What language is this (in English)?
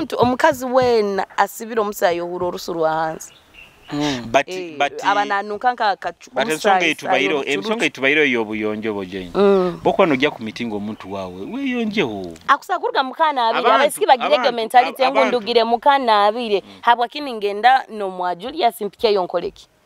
Nyoro